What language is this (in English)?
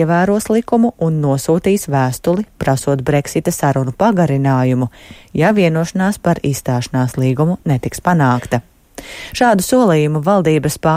Latvian